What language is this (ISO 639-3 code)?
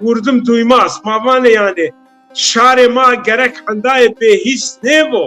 zza